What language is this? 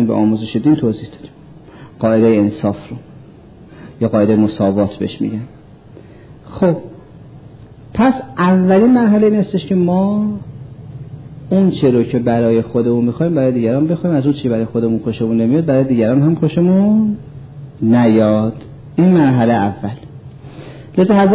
Persian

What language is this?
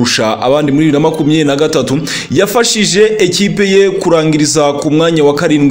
Kinyarwanda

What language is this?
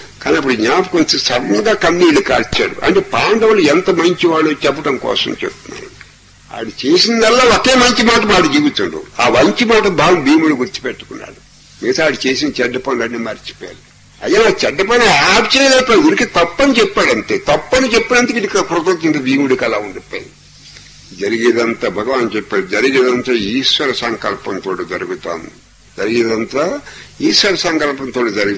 Telugu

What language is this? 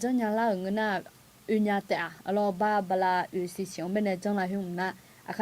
Akha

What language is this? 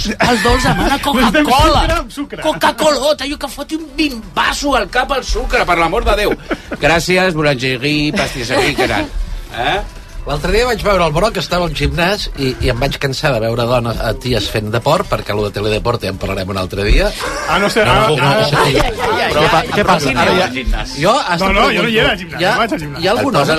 Catalan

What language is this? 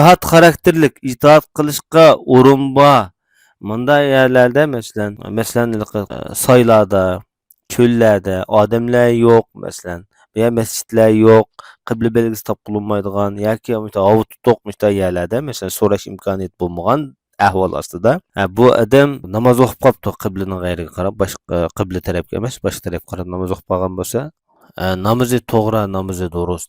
Uyghur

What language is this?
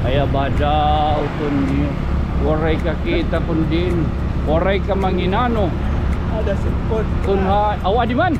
Waray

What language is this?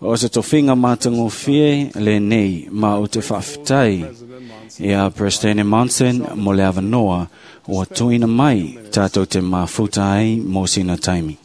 Samoan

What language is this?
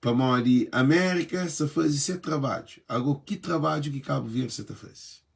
Kabuverdianu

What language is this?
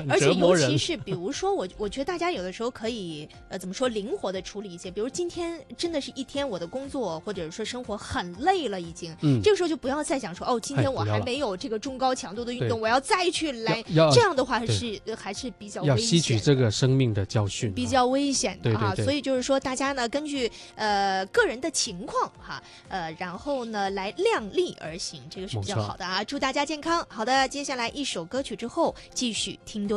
Chinese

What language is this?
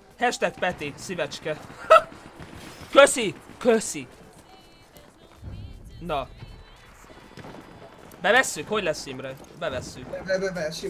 Hungarian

